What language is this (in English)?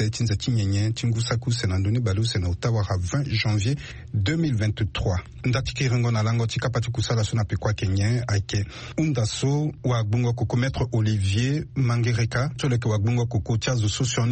Sango